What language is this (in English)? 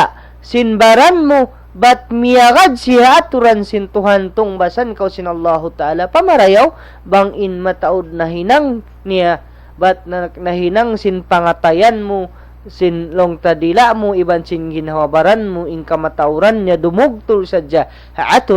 Tausug